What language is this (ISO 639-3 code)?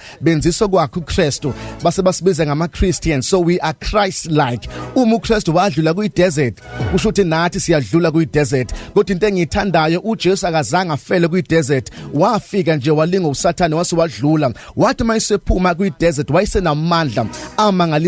zul